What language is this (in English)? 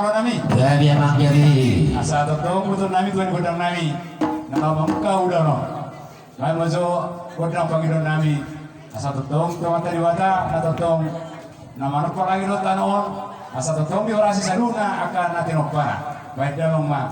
Batak Toba